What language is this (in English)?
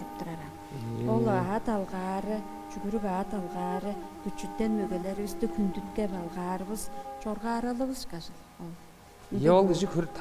Tuvinian